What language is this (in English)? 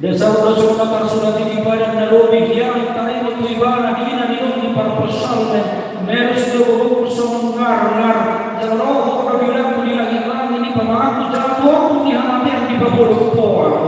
Batak Toba